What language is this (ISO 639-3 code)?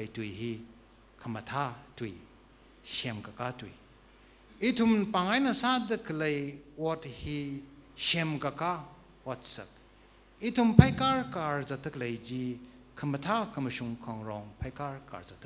nmf